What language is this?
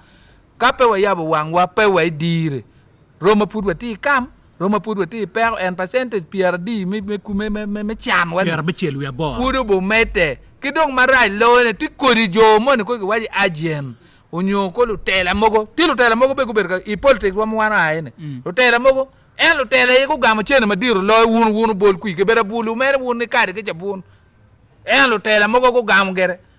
Acoli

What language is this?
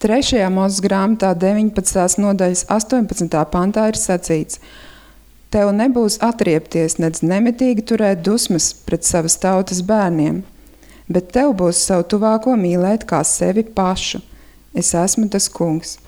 Latvian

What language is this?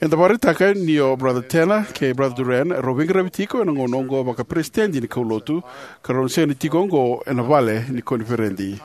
Fijian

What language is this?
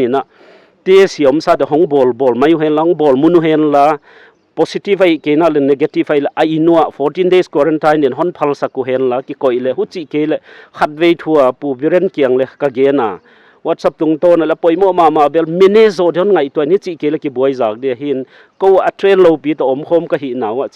Paite Chin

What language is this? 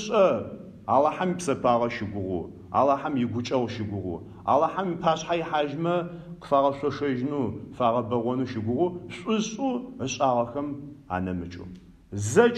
Adyghe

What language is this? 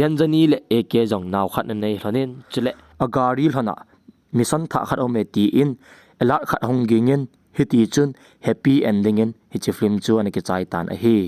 Thado Chin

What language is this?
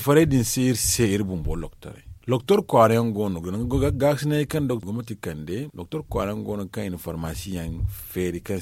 Zarma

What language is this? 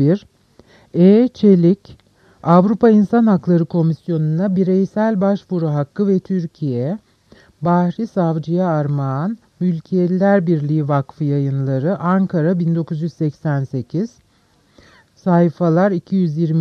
Turkish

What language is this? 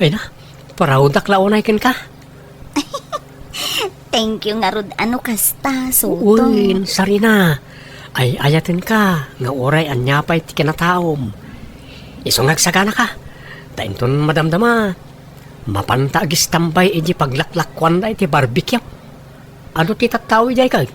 Iloko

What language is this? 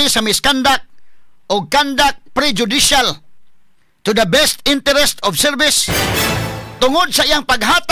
Cebuano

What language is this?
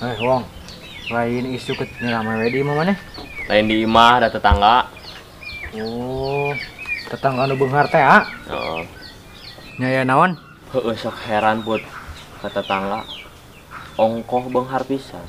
Sundanese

